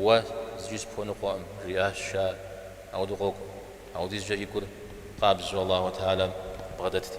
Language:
Kabardian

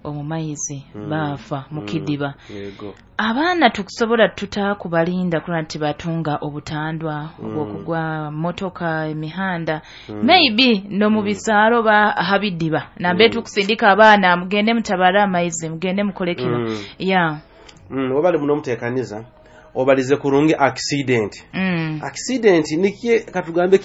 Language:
Nyoro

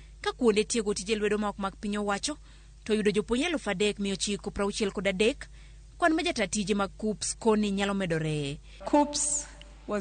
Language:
Luo (Kenya and Tanzania)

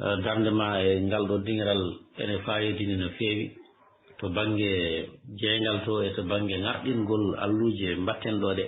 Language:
Fula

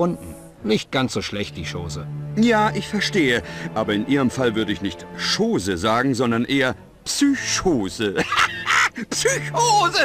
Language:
Bavarian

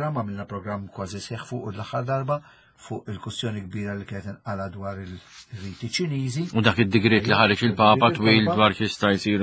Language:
Maltese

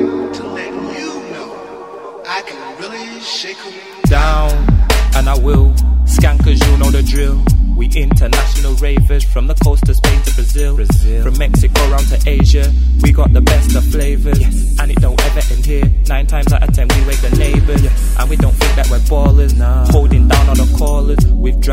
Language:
English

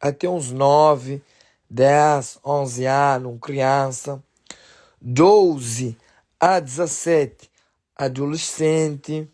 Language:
Kabuverdianu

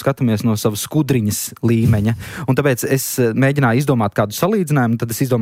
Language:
Latvian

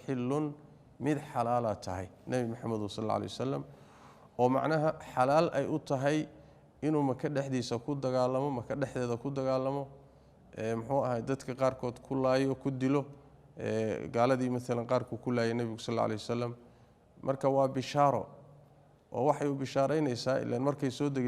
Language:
Somali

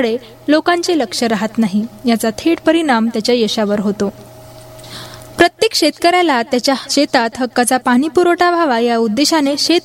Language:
Marathi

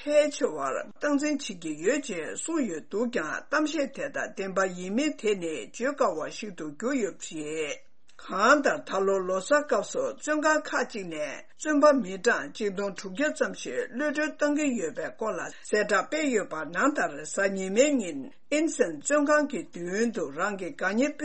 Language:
Tibetan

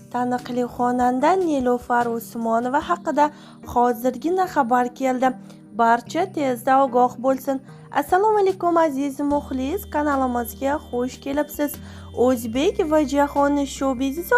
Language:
Uzbek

